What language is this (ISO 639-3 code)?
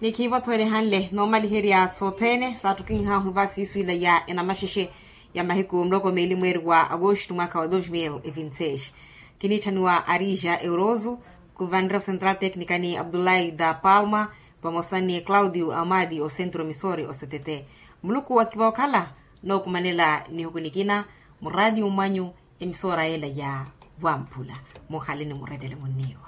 vmw